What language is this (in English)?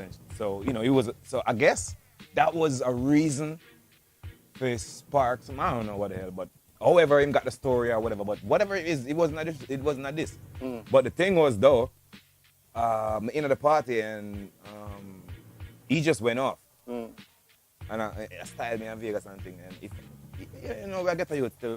Jamaican Creole English